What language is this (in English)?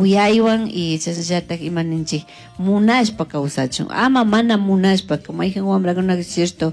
Chimborazo Highland Quichua